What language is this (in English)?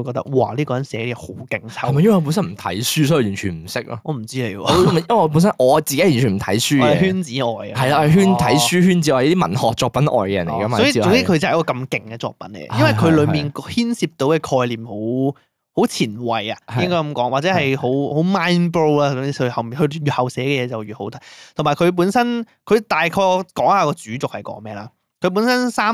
Cantonese